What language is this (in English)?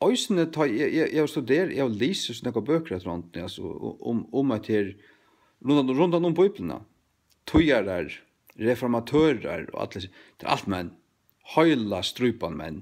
Faroese